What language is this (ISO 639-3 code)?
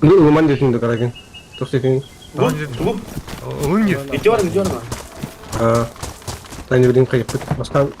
sah